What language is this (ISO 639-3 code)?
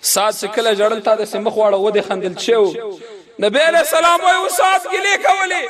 pus